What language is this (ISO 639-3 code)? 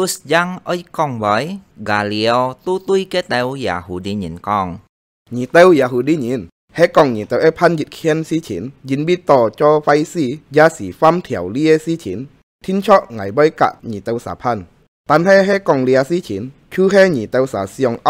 hak